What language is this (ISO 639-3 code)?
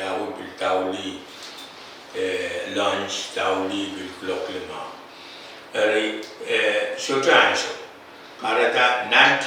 pon